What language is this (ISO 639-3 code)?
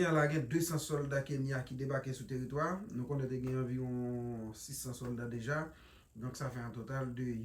hat